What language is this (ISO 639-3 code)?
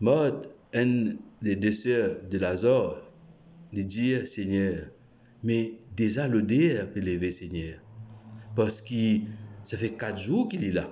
mfe